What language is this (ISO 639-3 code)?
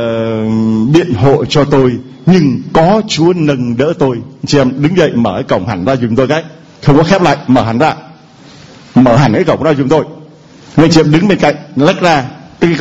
vie